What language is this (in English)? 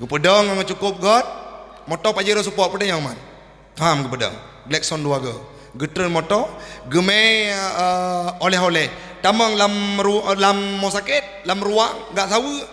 Achinese